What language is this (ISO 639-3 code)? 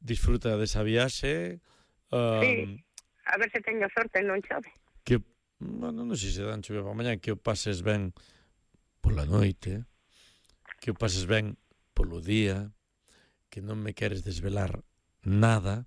glg